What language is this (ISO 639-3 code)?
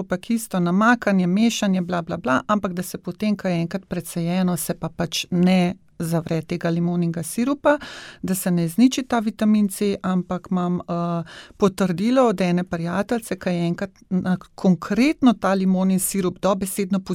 slv